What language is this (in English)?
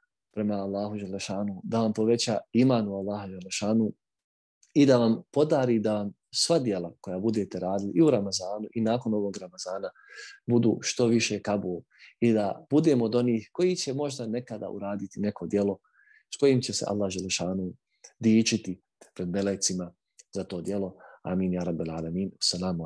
Bosnian